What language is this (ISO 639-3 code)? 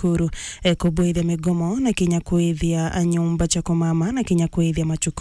mer